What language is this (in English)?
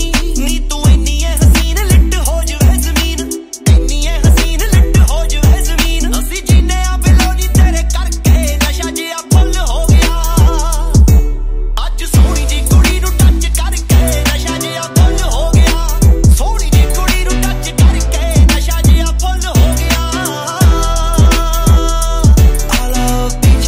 Punjabi